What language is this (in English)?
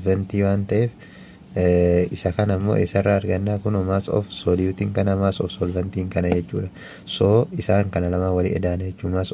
Oromo